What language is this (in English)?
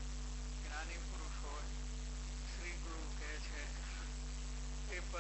Gujarati